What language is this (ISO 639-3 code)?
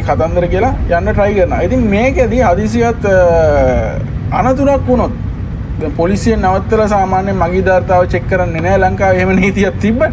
sin